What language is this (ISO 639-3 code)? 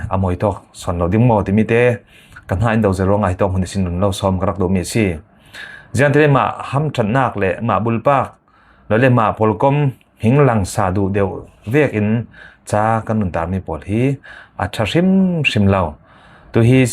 cfm